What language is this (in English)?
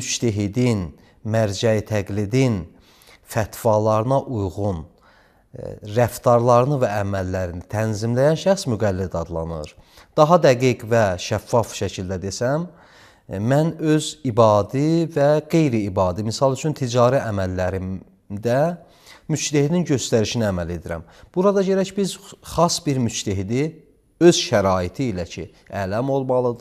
Azerbaijani